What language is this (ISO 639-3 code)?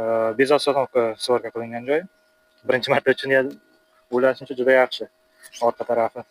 uzb